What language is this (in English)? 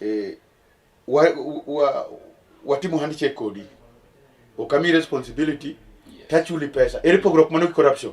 Luo (Kenya and Tanzania)